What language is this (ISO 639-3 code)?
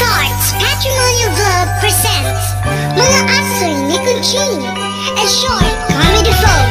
war